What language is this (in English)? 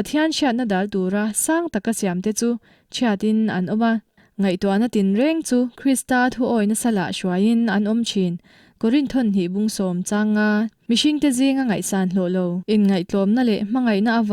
Mizo